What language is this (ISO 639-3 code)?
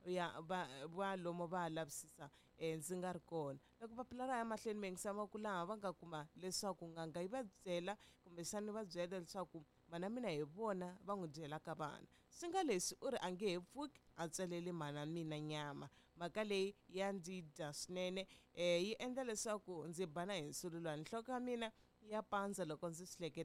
tso